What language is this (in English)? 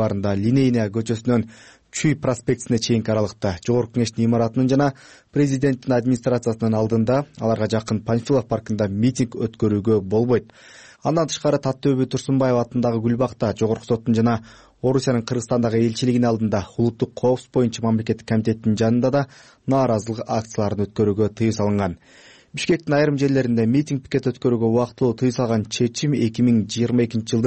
Kyrgyz